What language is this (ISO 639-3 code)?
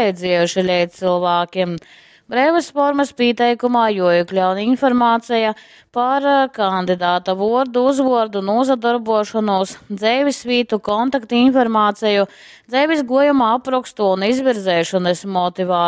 ltg